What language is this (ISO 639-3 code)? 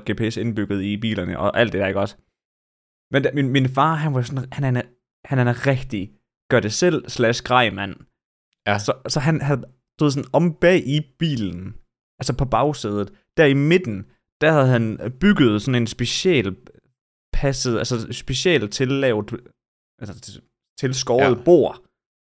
dan